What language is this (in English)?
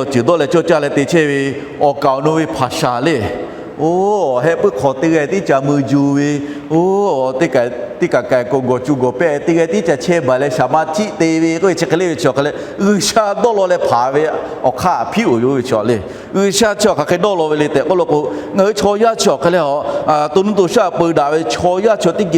Lahu